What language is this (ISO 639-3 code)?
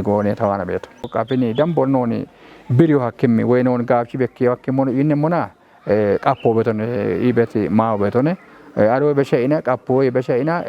kbr